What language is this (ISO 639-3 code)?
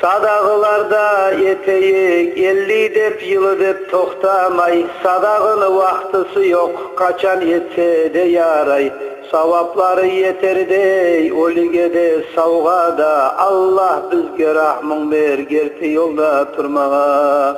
kum